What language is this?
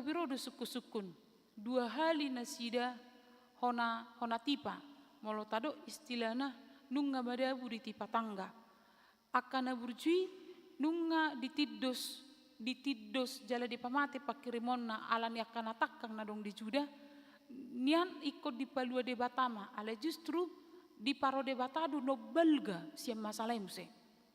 Batak Toba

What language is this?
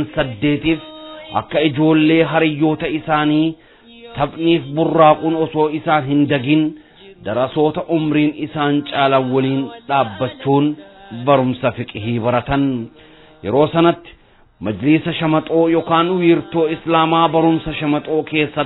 Oromo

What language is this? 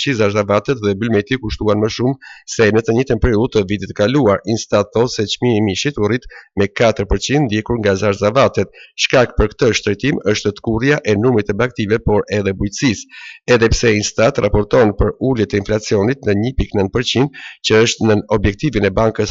Albanian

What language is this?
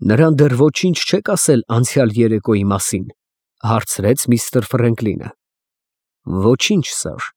Armenian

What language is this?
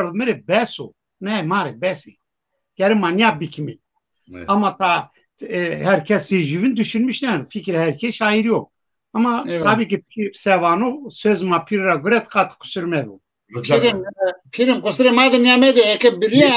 Zaza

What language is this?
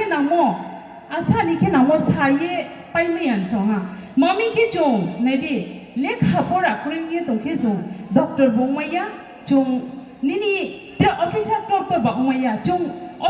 Riang (India)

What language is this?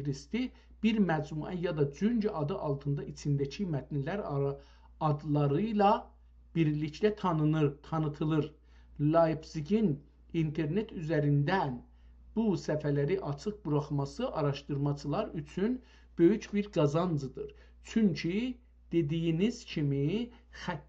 South Azerbaijani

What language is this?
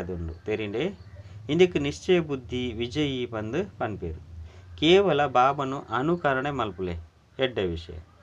Tulu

